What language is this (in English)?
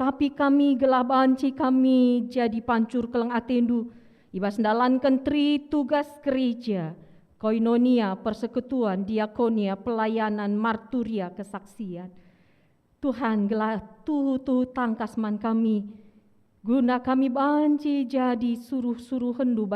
Batak Karo